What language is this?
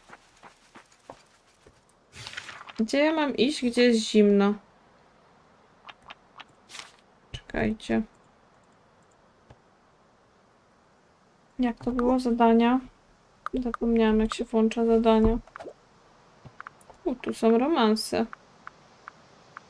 Polish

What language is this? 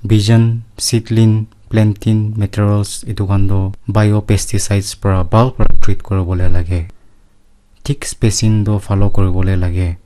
Naga Pidgin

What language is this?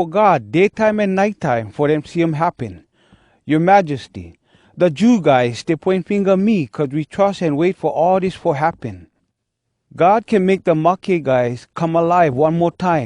Hawai'i Creole English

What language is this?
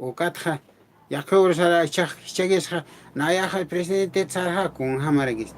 Aymara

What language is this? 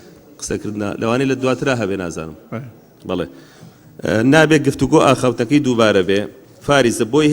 Central Kurdish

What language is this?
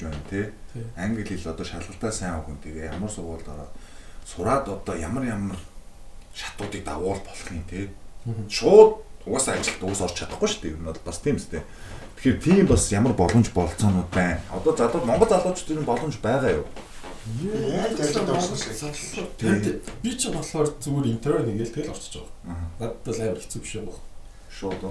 Mongolian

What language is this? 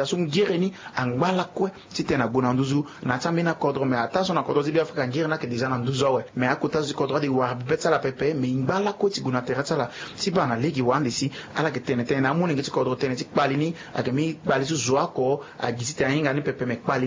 Sango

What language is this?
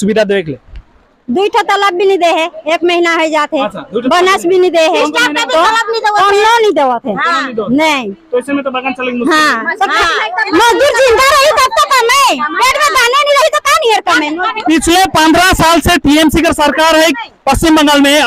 Sadri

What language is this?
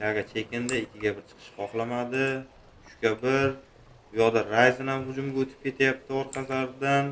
Uzbek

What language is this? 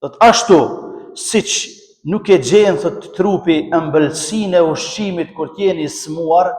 Albanian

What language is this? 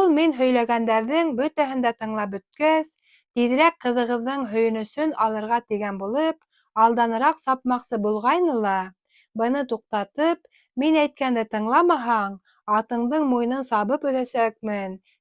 Bashkir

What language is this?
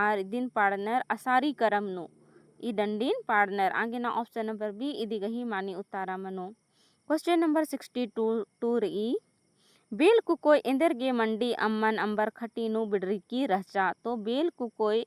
Kurukh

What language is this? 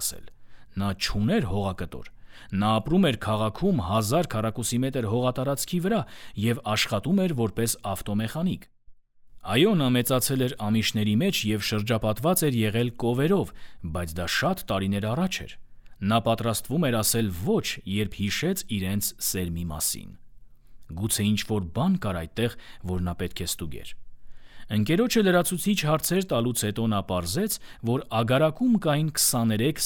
Armenian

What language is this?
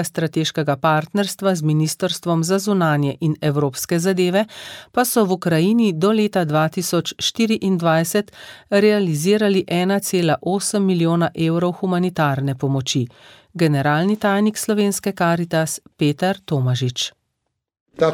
Slovenian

